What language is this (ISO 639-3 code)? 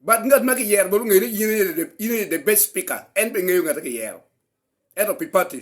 ach